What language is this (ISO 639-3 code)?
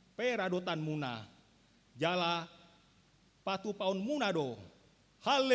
bbc